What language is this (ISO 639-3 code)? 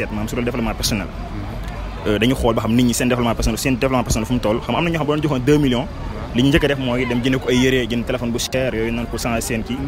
wol